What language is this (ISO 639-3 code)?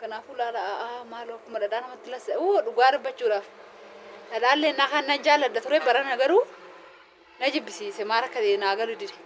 orm